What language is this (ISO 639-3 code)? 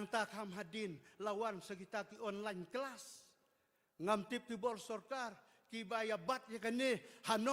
kha